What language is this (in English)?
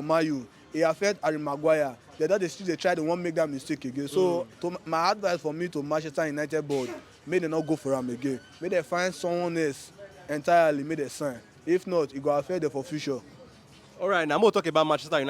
Nigerian Pidgin